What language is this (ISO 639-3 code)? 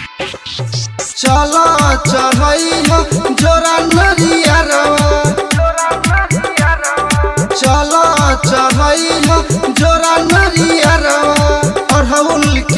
bho